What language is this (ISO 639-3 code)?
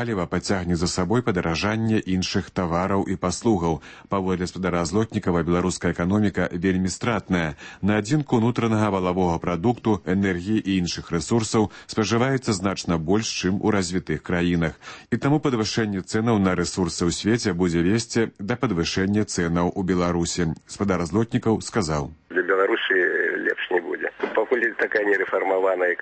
bel